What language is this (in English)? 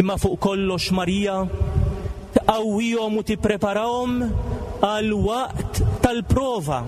Maltese